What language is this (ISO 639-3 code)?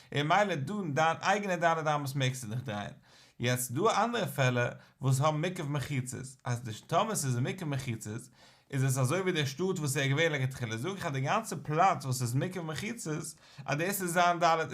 yid